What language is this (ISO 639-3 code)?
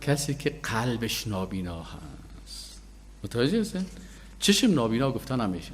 fas